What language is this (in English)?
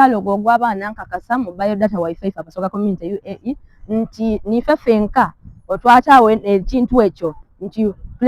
Soga